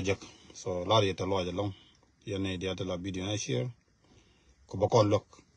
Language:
Nuer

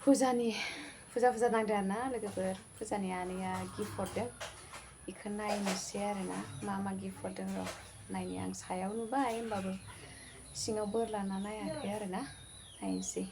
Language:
Bodo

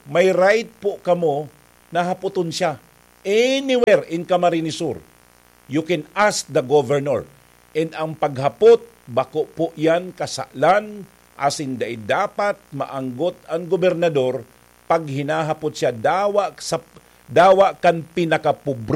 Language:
Bikol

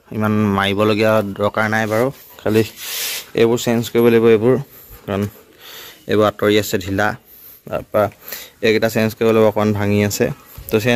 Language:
Assamese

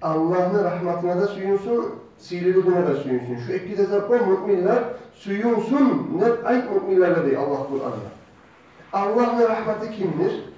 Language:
Kumyk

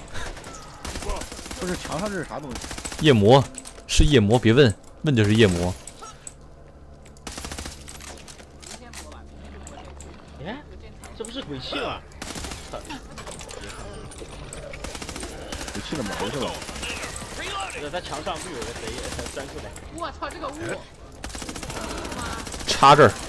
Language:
Chinese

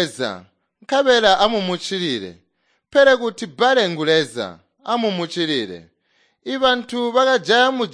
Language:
Tonga (Zambia)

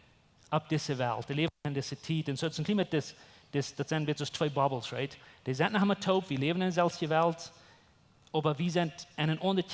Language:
Plautdietsch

